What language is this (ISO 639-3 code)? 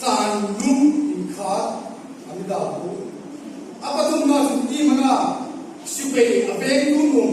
hmr